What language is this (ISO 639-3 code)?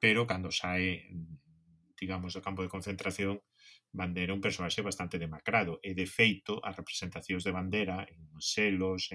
glg